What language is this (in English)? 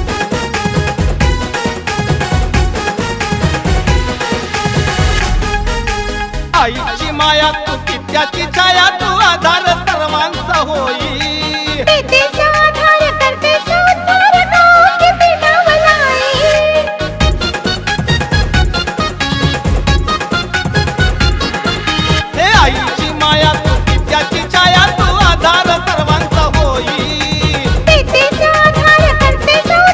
Marathi